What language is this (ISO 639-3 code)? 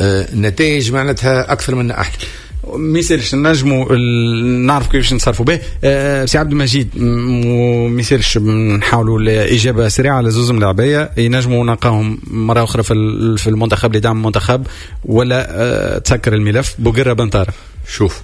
aeb